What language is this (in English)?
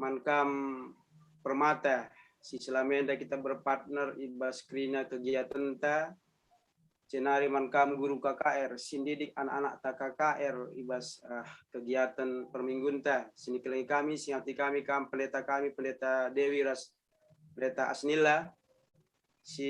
Batak Karo